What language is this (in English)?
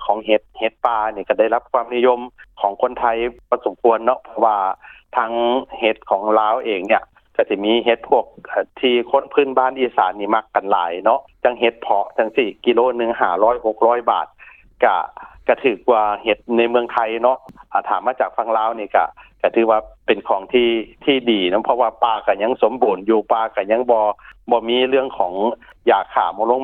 Lao